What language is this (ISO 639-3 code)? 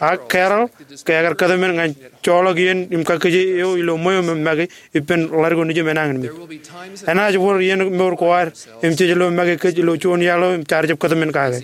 mah